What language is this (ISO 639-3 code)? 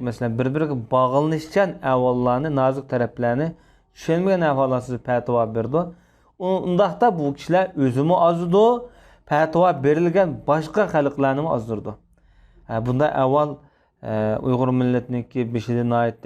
uig